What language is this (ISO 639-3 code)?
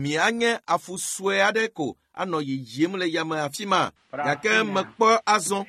ewe